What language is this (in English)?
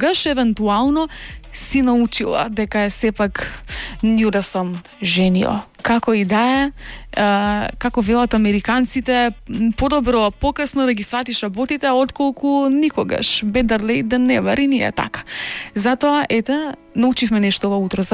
Macedonian